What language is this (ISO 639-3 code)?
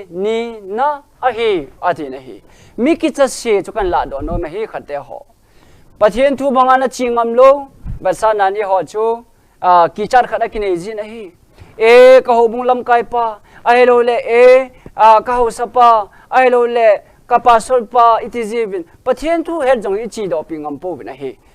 tcz